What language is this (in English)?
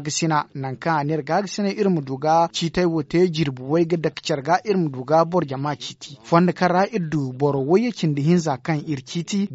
Zarma